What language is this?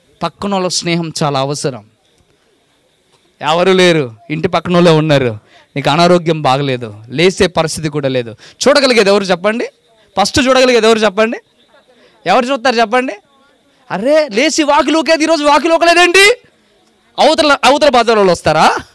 Telugu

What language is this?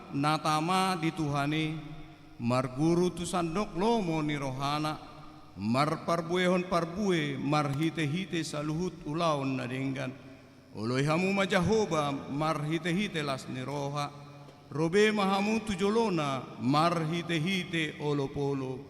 Batak Toba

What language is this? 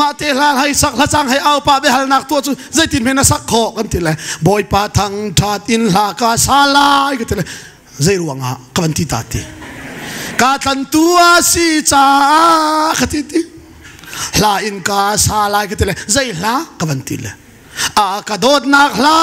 Hakha Chin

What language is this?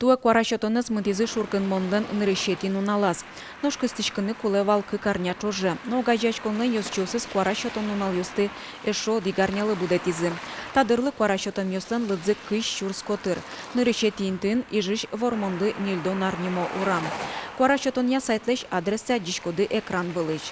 Udmurt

